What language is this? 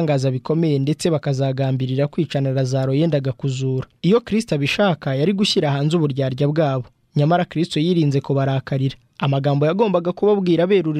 Kinyarwanda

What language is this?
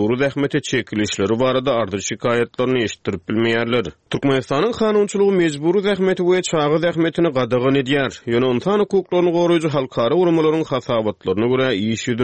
Turkmen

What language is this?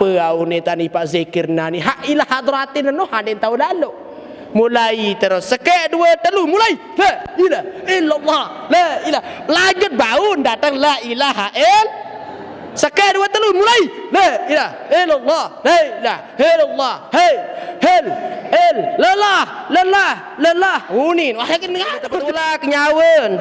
Sasak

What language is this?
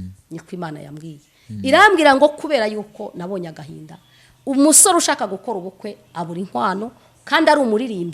Kinyarwanda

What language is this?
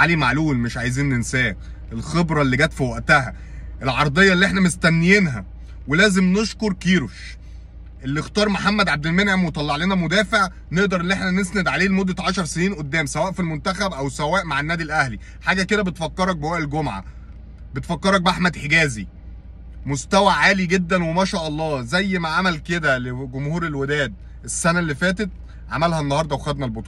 Egyptian Arabic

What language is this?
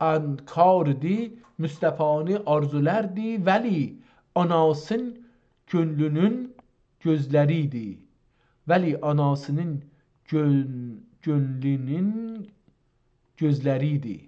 South Azerbaijani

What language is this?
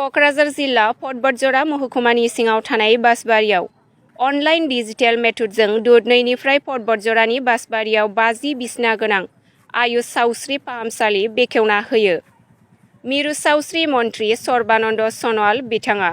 Bodo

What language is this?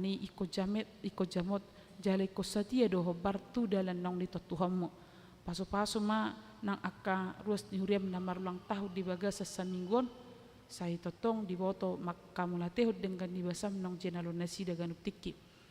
Batak Toba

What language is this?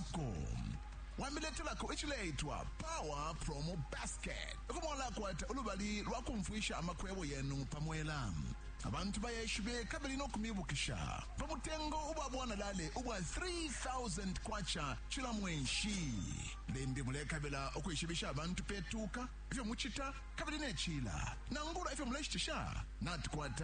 Bemba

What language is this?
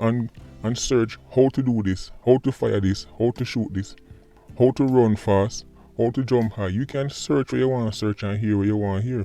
Jamaican Creole English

